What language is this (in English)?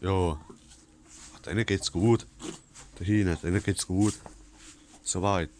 Palatine German